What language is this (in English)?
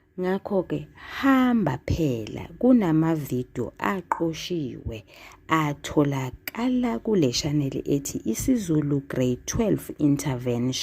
Zulu